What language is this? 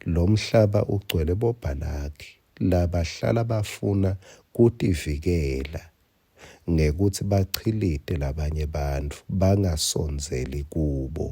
Swati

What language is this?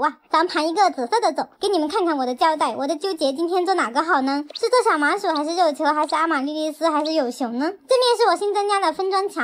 Chinese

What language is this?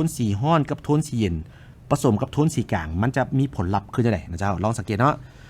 Lao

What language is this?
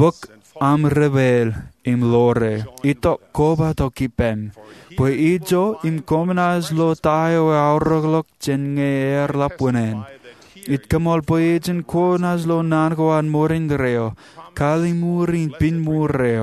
Marshallese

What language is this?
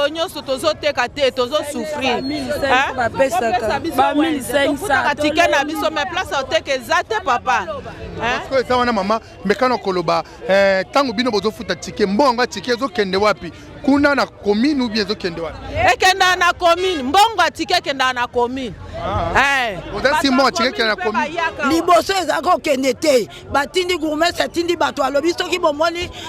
Lingala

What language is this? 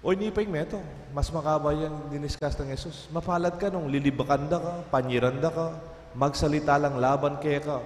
Pampanga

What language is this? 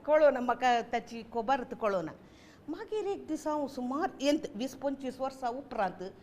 Konkani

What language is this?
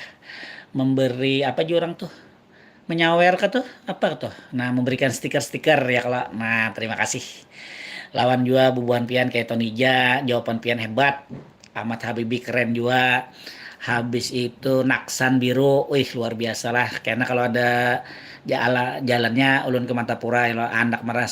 Banjar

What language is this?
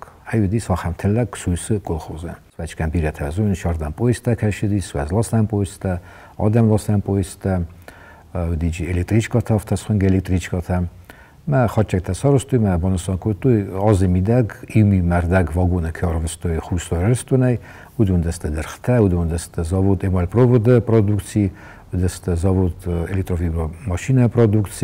Ossetic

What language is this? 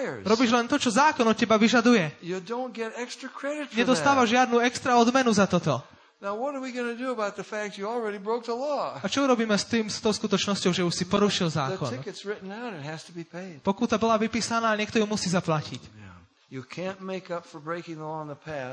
Slovak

